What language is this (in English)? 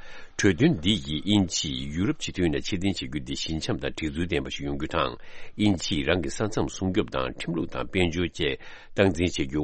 Tibetan